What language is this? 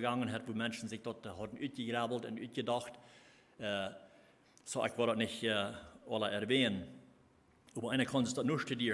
Plautdietsch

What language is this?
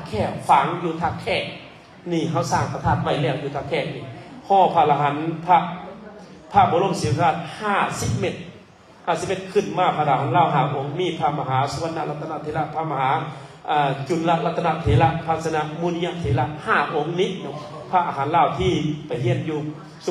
Lao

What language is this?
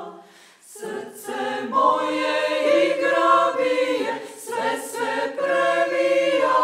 Serbian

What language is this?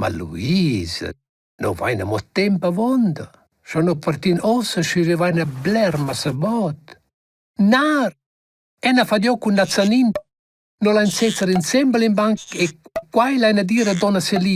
Romansh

